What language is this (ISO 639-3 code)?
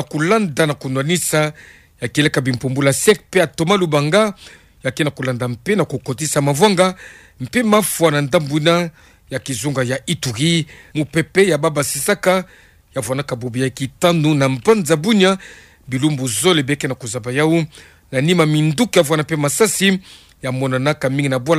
ktu